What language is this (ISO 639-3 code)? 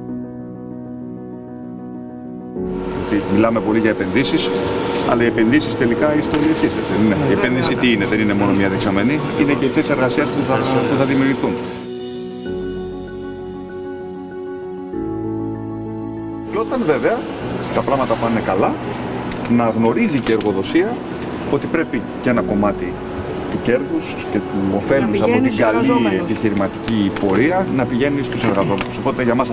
ell